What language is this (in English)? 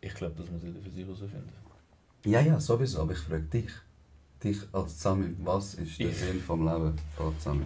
Swiss German